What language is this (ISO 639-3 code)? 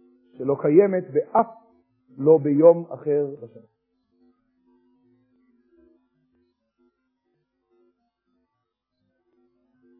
heb